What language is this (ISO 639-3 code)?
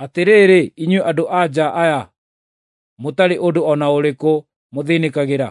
kik